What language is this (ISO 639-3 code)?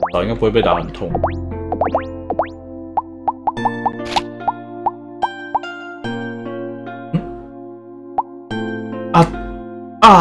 zho